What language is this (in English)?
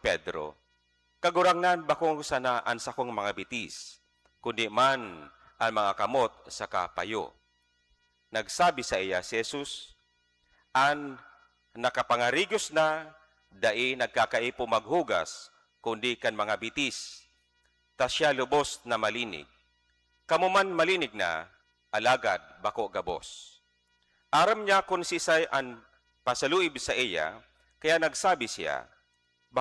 Bikol